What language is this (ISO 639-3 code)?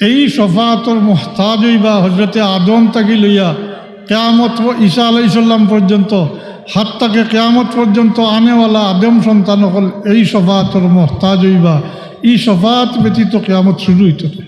syl